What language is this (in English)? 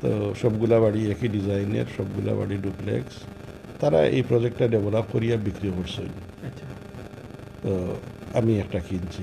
Sylheti